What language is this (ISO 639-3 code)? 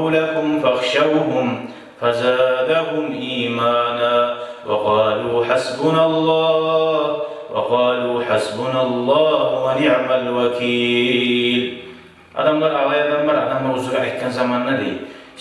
kum